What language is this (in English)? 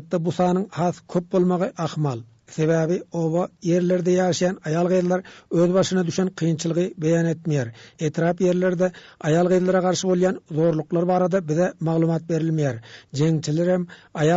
Turkmen